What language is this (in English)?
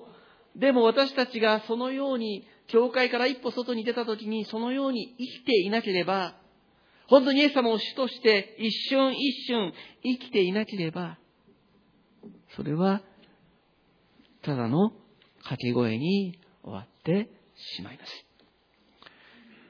Japanese